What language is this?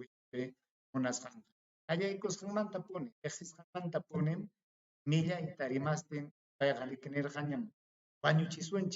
Ayacucho Quechua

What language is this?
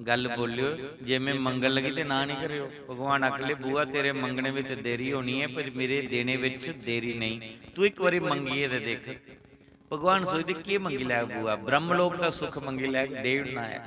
Dogri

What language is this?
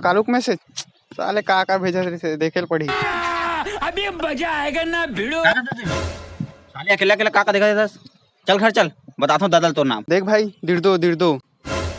Chhattisgarhi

